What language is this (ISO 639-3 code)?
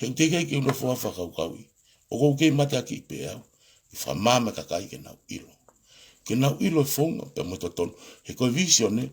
ton